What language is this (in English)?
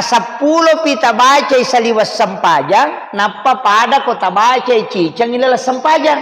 Buginese